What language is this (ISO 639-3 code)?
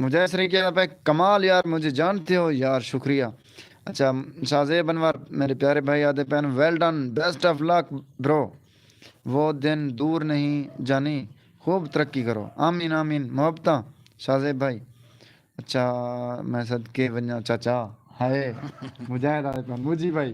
skr